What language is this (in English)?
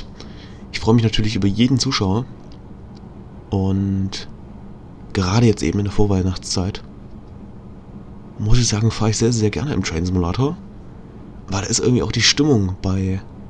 German